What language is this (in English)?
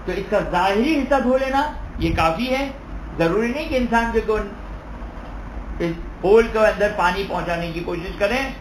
Urdu